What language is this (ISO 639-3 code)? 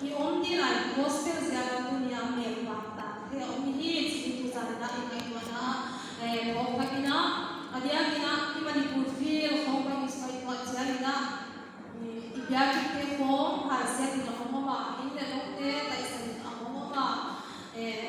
pck